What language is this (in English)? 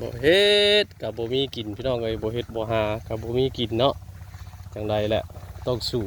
Northeastern Thai